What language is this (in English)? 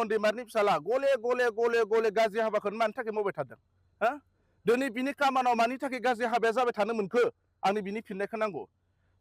Bodo